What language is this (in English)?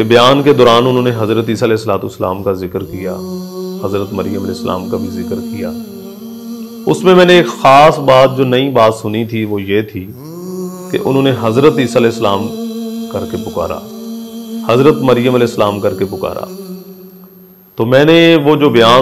Urdu